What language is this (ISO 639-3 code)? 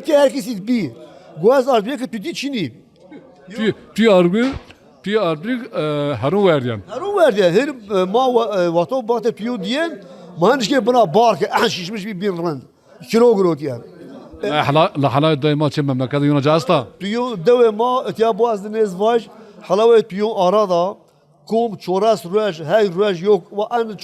zza